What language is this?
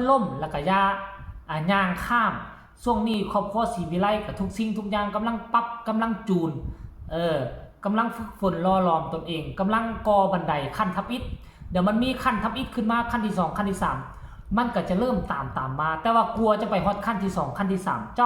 Northeastern Thai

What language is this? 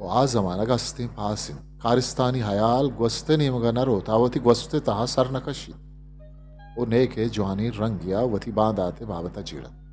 Eastern Balochi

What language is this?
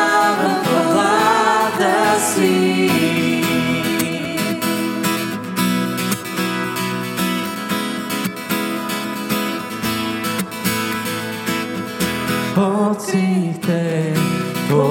Bulgarian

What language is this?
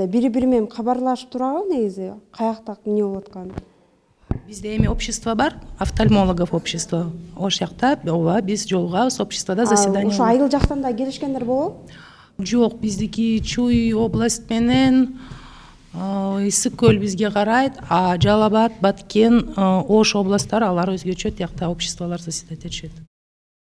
Kyrgyz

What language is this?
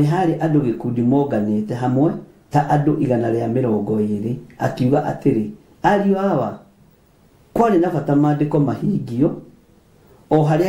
Kikuyu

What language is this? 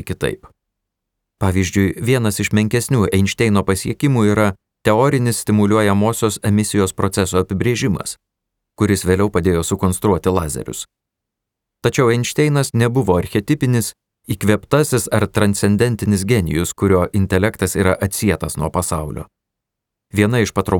Lithuanian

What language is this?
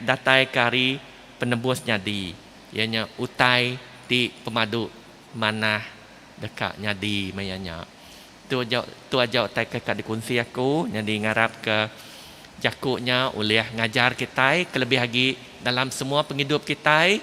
Iban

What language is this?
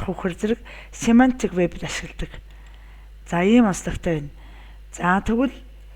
Mongolian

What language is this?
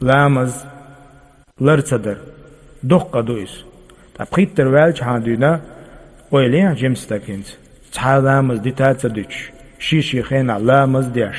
Chechen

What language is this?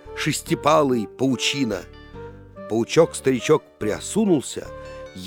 Russian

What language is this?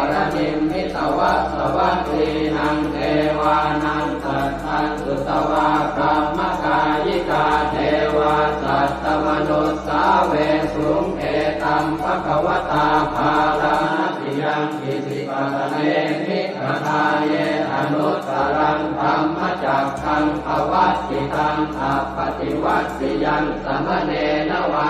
Pali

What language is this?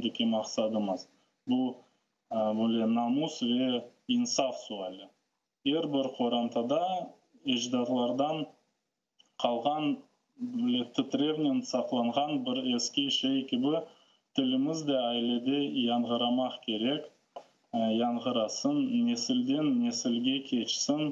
Crimean Tatar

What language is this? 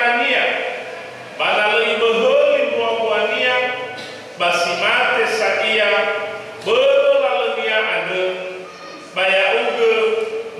Nias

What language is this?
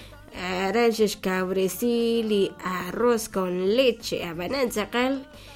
Kekchí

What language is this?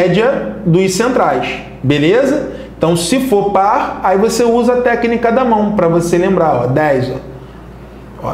Portuguese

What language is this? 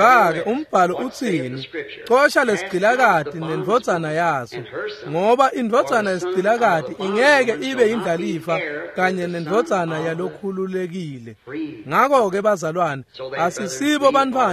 Swati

